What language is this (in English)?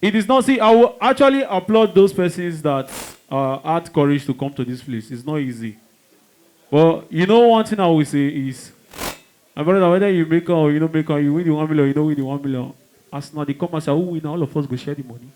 Nigerian Pidgin